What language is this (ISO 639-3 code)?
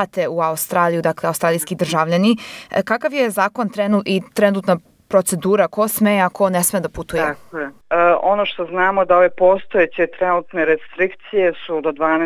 srp